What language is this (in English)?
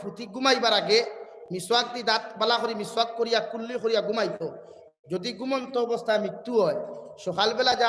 Sylheti